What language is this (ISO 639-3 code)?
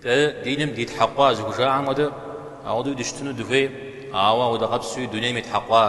kbd